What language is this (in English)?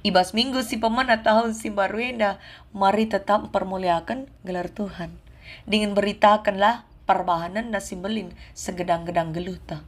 Batak Karo